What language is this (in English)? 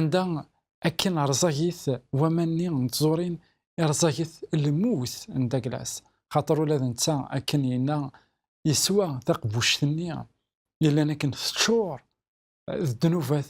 Kabyle